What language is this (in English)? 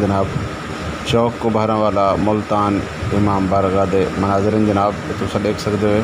Saraiki